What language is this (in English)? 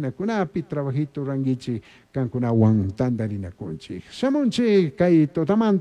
Chimborazo Highland Quichua